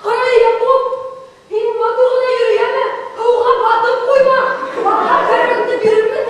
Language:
Bashkir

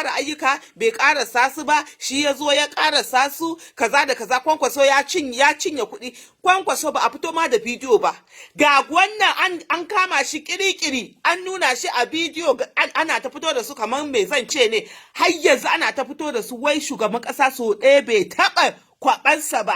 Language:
Hausa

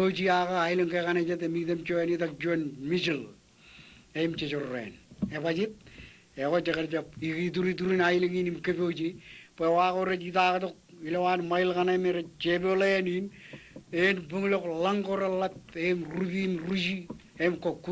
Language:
Marshallese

